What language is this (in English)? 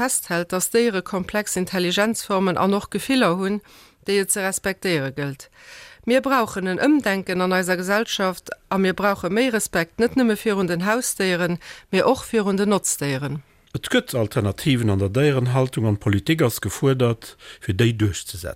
Luxembourgish